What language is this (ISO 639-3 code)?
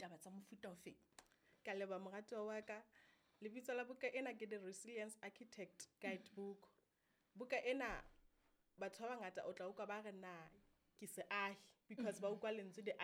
sot